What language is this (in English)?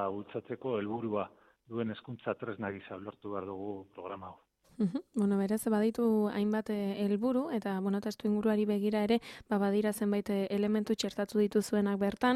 Basque